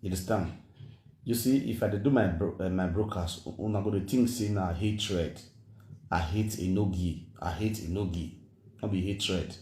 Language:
Nigerian Pidgin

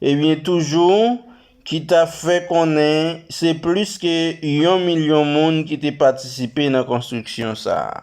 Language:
Haitian Creole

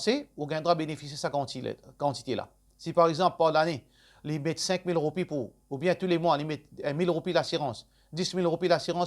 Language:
Morisyen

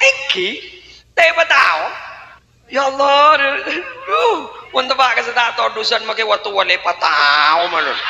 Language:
Madurese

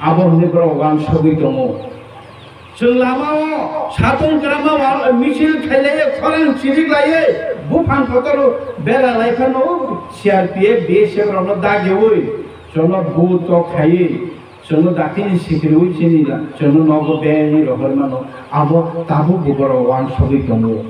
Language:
Kok Borok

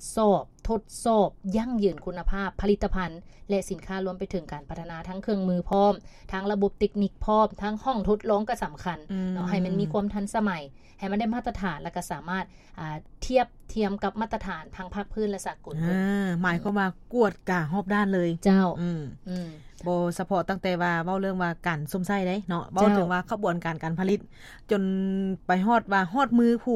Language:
Lao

